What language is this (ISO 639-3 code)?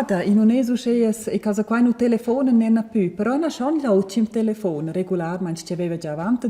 roh